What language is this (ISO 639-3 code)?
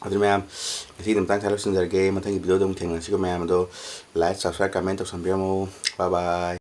mni